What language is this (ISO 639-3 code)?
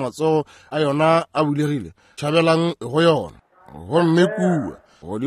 nso